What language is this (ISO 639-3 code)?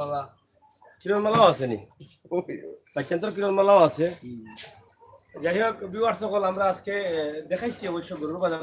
syl